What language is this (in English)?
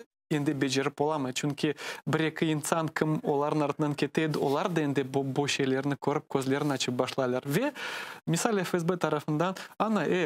Crimean Tatar